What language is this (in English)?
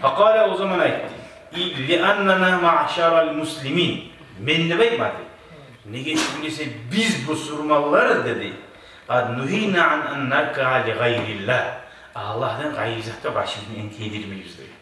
Kumyk